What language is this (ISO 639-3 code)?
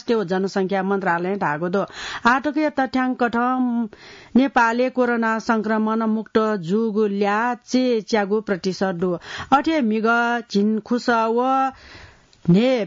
new